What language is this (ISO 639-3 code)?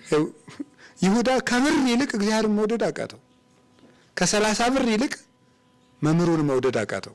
amh